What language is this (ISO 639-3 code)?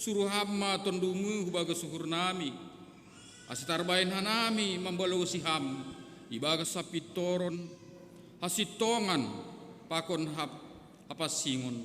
bts